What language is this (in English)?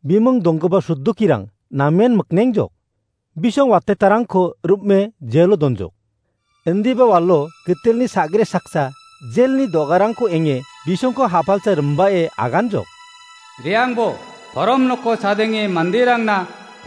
Garo